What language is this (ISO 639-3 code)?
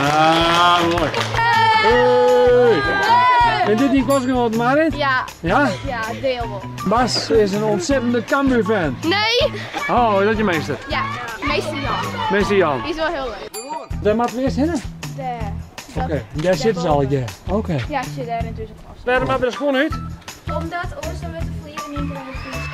fry